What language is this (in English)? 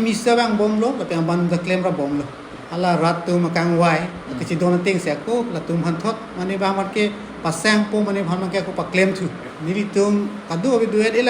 Karbi